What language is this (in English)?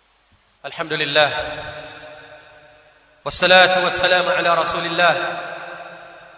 Swahili